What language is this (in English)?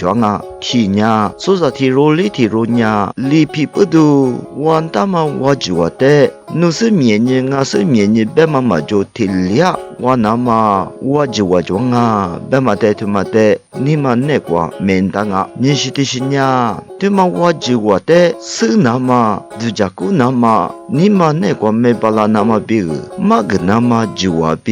Lisu